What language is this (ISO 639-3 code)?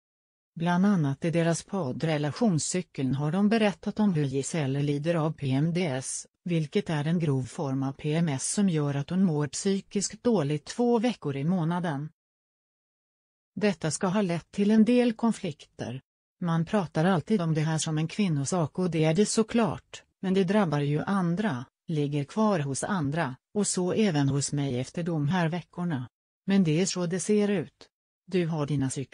swe